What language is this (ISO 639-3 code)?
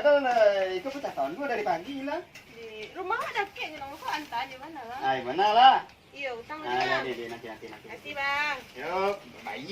min